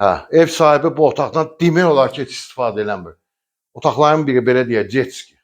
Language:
Azerbaijani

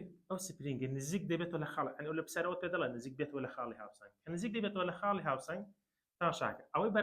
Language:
Central Kurdish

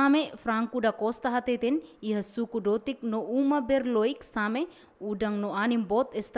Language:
Tetum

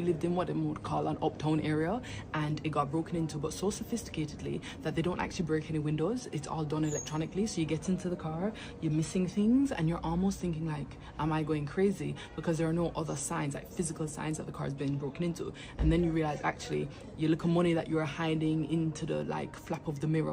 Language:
Jamaican Creole English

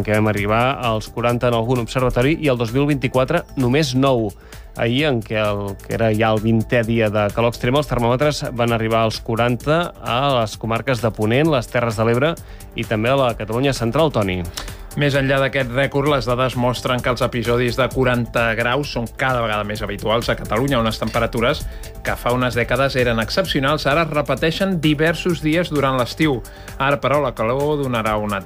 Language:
Catalan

